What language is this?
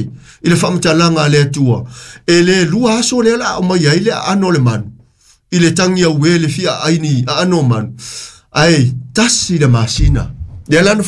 Samoan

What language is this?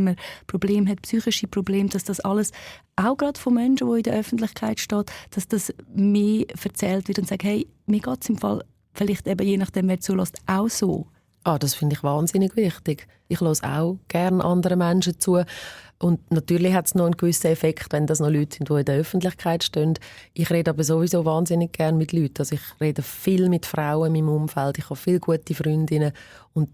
Swiss German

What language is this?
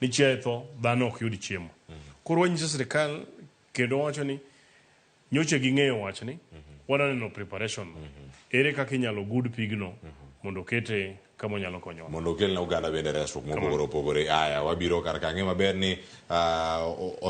Luo (Kenya and Tanzania)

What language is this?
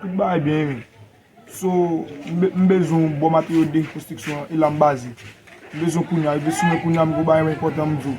Haitian Creole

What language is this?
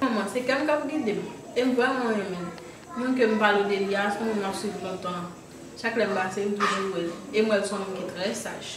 Haitian Creole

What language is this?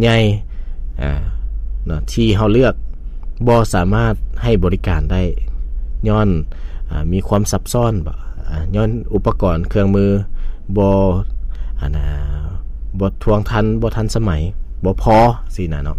Lao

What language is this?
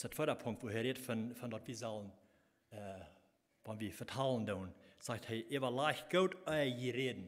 Plautdietsch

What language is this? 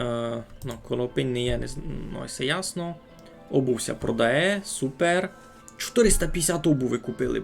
Rusyn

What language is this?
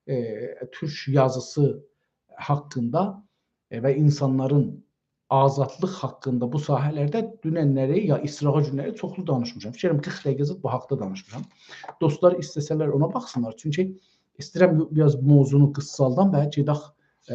South Azerbaijani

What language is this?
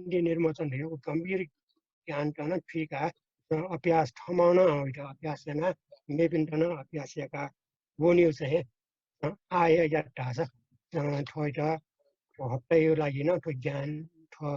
Newari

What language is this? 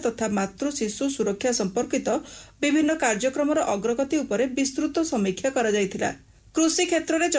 Odia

